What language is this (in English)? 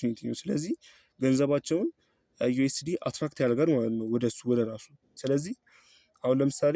Amharic